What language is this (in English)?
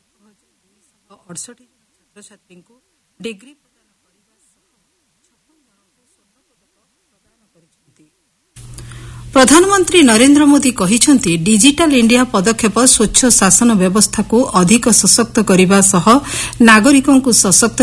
Odia